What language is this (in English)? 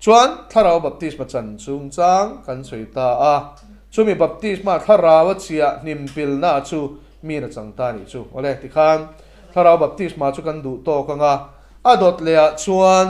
Mizo